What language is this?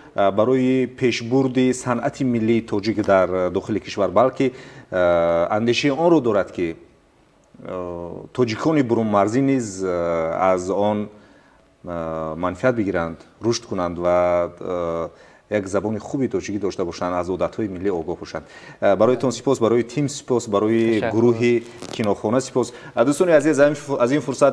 Tajik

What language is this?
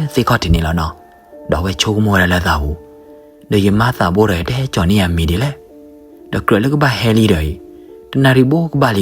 S'gaw Karen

